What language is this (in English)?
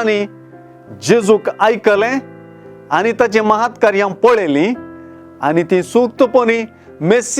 Konkani